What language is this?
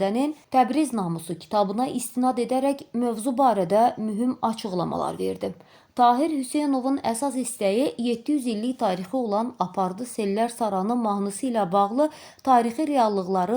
Azerbaijani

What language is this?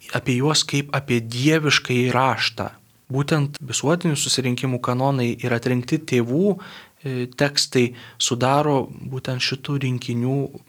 Lithuanian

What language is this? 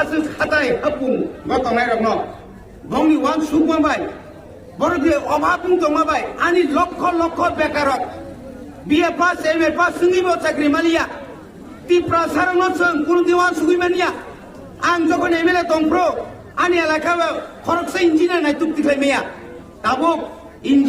Kok Borok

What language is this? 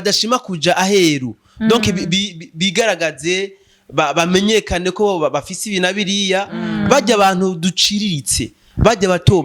Rundi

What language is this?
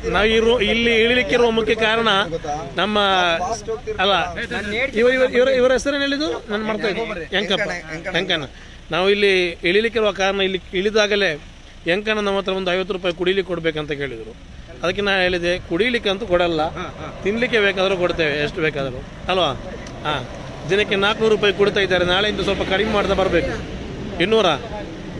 Kannada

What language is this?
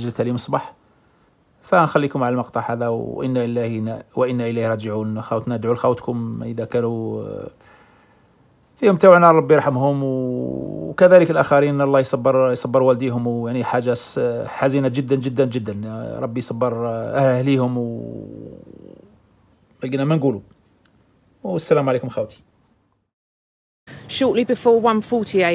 Algerian Arabic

